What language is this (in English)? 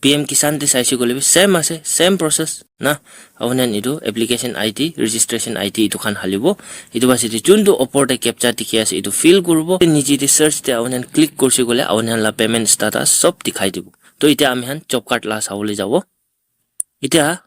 Naga Pidgin